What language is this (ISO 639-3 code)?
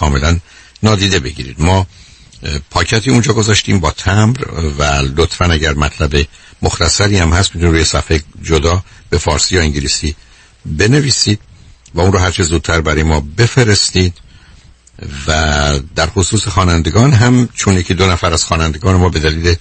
fas